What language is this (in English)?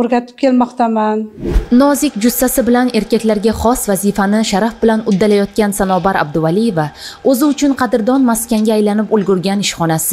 Uzbek